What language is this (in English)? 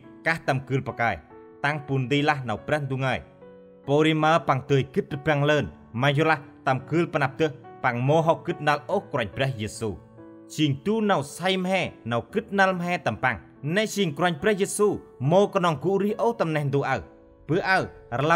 Central Mnong